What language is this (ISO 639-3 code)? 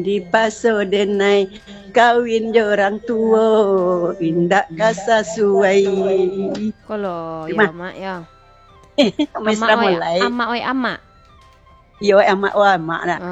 ind